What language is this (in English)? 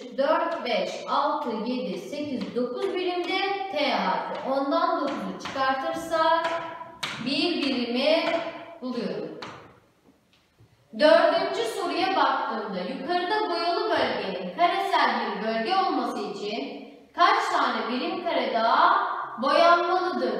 Turkish